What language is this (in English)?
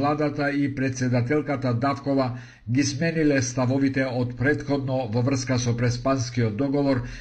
Macedonian